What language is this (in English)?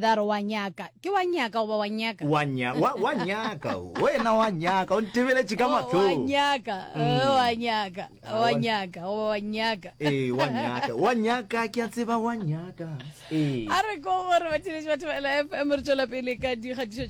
Northern Sotho